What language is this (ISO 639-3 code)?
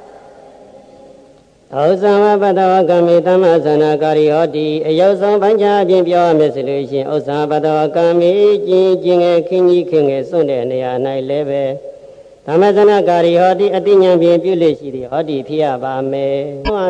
mya